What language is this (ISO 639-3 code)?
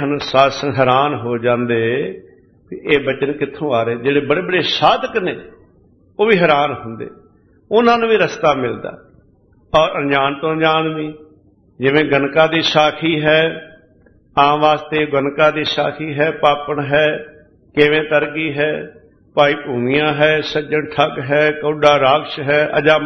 pan